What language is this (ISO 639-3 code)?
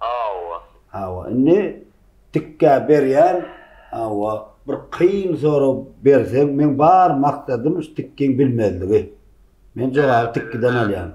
tuk